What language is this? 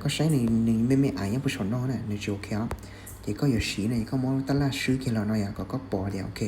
Hmong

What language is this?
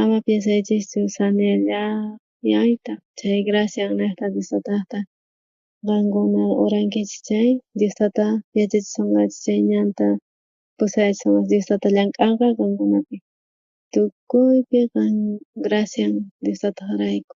South Bolivian Quechua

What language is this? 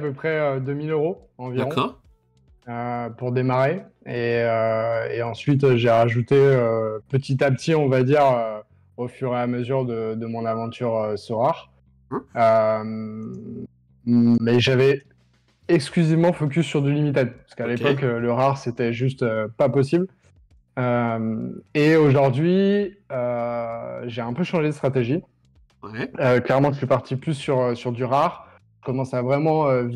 French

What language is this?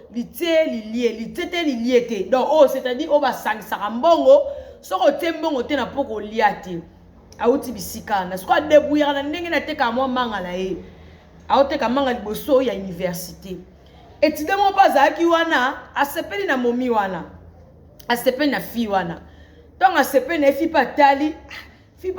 Lingala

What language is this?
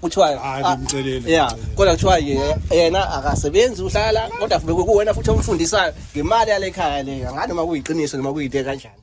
Zulu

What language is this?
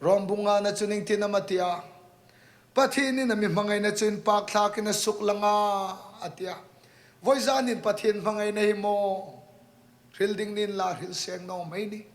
Hmar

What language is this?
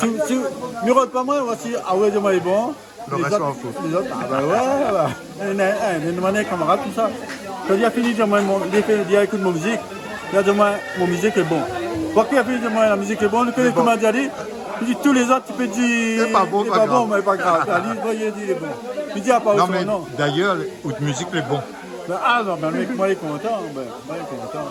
Réunion Creole French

